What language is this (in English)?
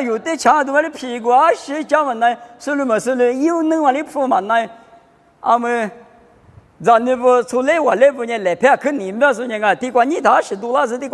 Lisu